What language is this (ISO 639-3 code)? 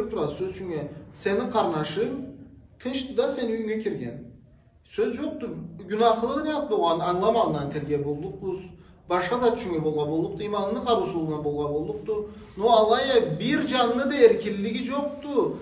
krc